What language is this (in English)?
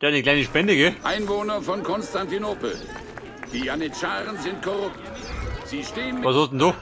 Bavarian